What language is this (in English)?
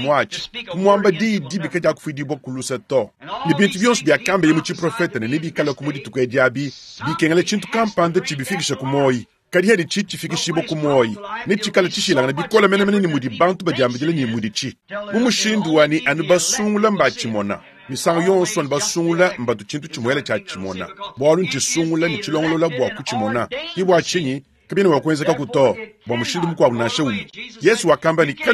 Luba-Lulua